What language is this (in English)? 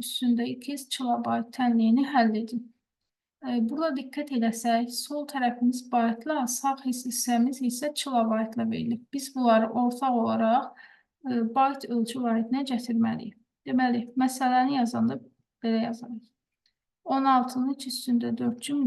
Azerbaijani